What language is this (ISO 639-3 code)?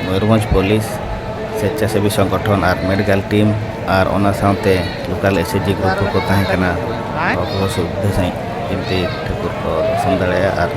sat